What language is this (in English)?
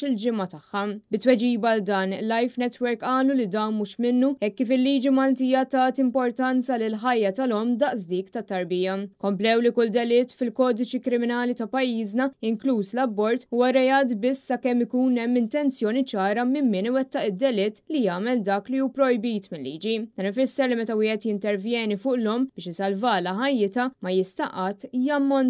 Maltese